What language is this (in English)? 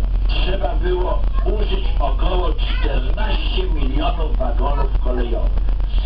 Polish